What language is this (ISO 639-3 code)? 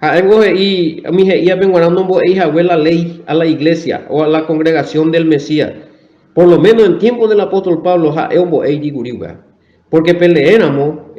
grn